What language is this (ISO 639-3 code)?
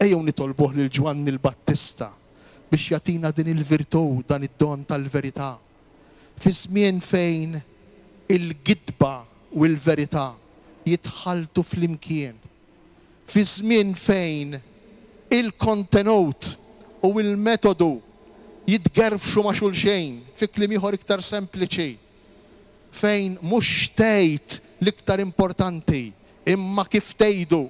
mlt